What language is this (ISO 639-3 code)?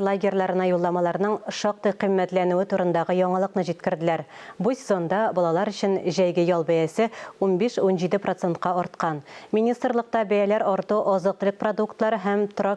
tat